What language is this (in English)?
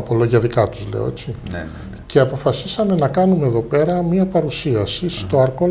Greek